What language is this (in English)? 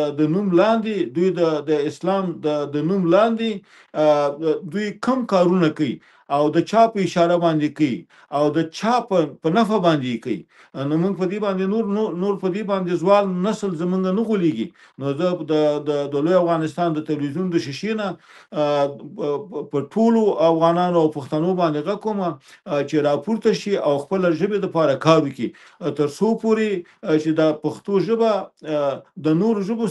Pashto